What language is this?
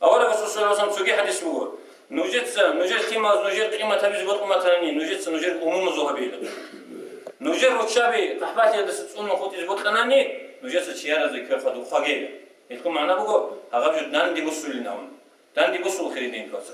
Avaric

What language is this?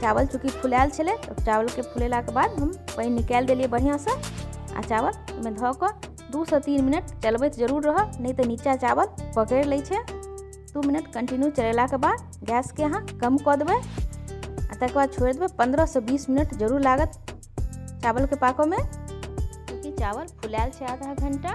Maithili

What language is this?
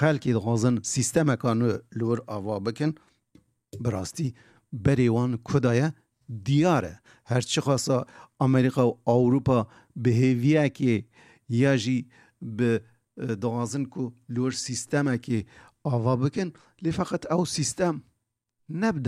Kurdish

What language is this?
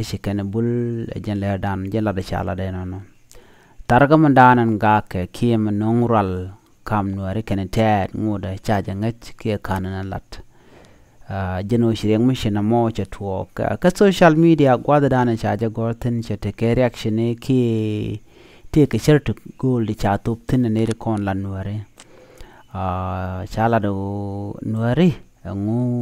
Nuer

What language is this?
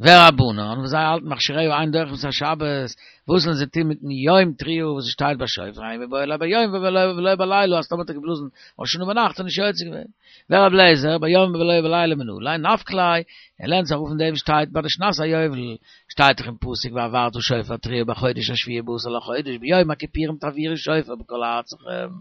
Yiddish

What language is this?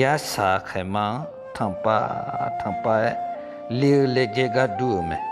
Akha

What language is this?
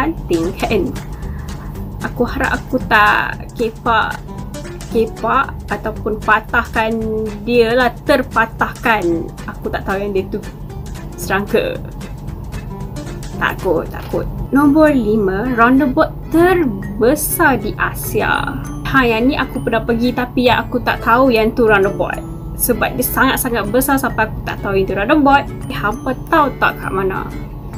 Malay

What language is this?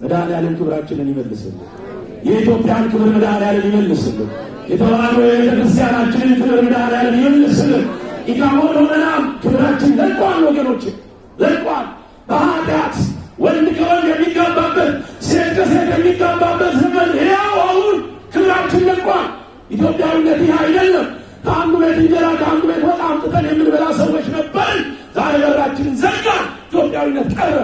Amharic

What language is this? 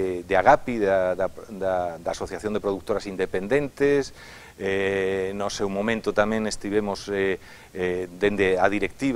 Galician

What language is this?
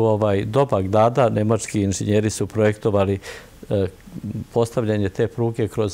Serbian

